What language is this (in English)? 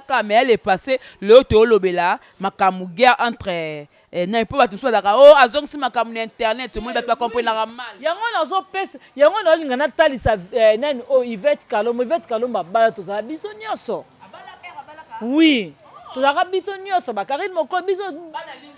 Lingala